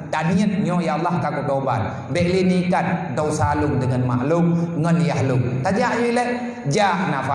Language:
Achinese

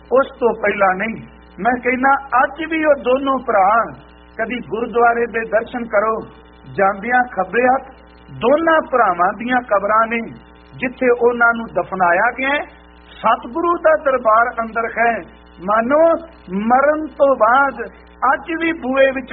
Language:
Punjabi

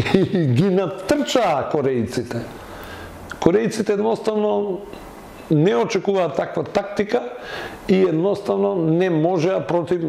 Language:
Macedonian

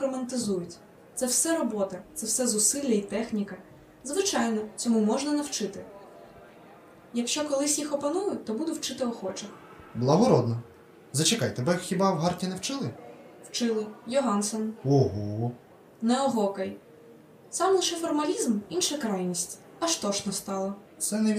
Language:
Ukrainian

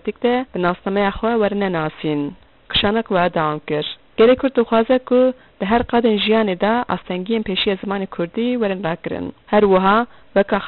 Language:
Kurdish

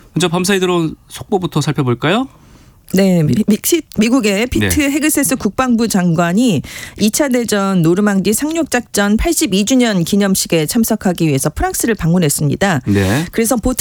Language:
Korean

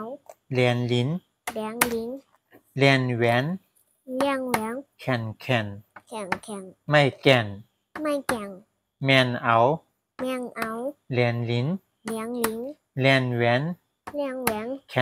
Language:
Shan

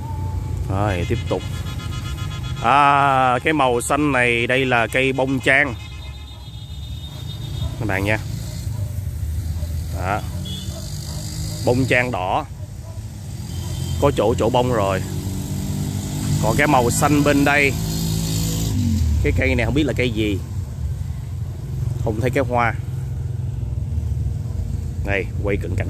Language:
Vietnamese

